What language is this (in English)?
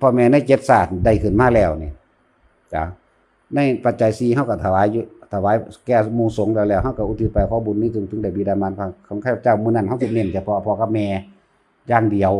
Northeastern Thai